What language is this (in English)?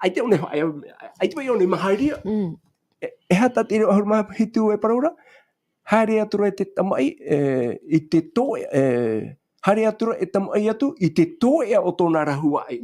Tahitian